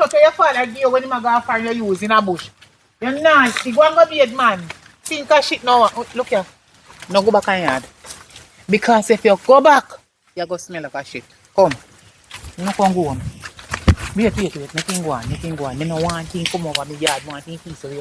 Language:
Jamaican Creole English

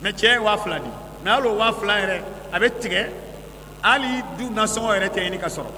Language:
Bambara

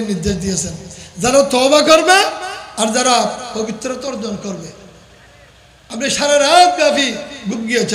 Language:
Bangla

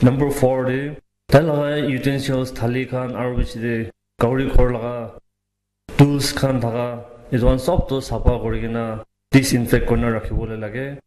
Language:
Naga Pidgin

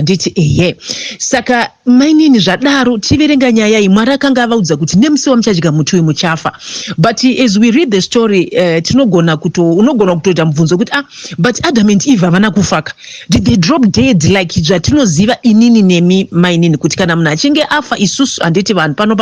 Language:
Shona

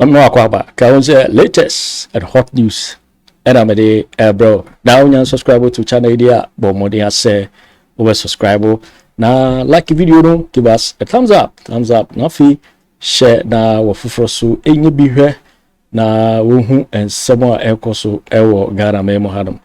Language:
Akan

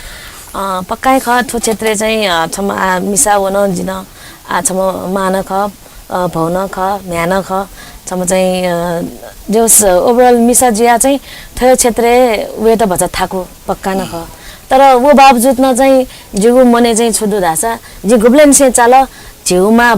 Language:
Newari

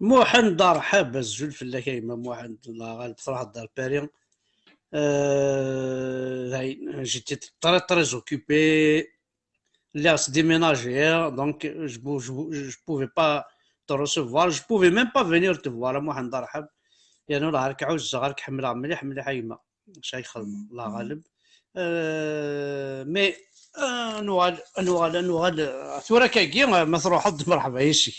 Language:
Kabyle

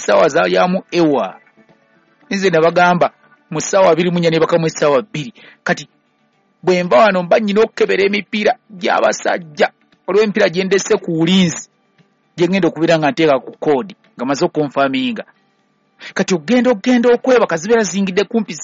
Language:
Ganda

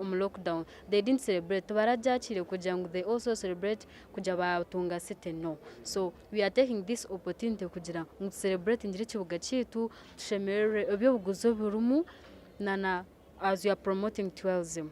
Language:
Nyankole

